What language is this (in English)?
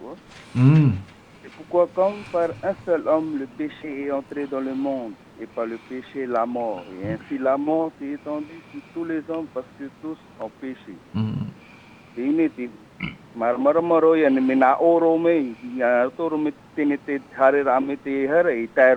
Tahitian